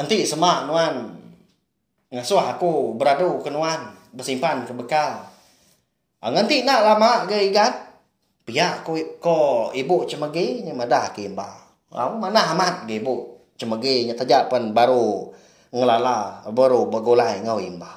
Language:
Iban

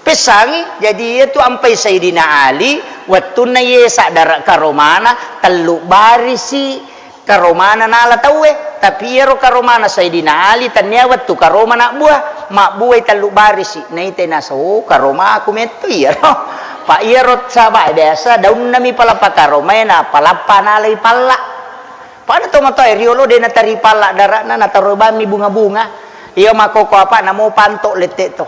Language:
Buginese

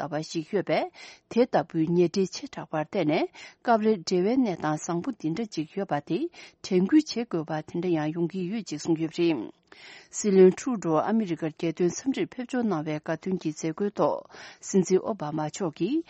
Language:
Tibetan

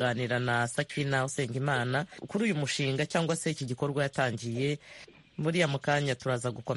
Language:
Kinyarwanda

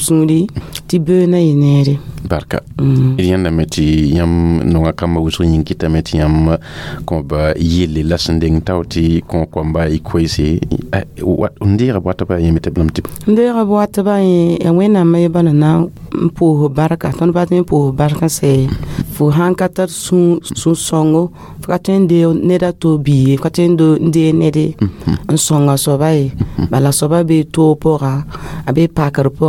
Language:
Mossi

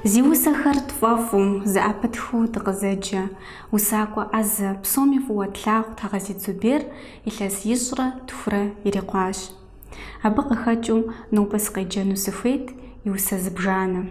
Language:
Kabardian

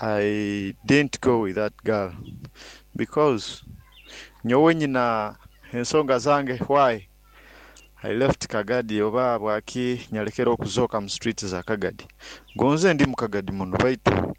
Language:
Nyoro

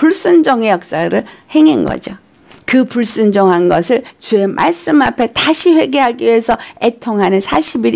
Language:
Korean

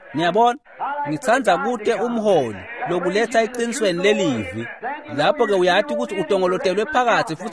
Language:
Swati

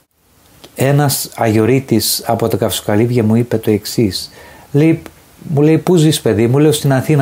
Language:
Greek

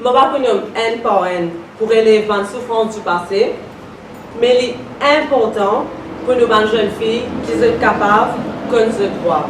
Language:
Morisyen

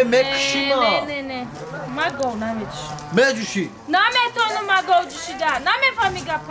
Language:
Tajik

